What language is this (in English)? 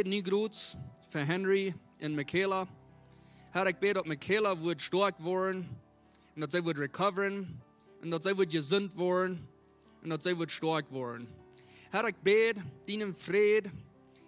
Plautdietsch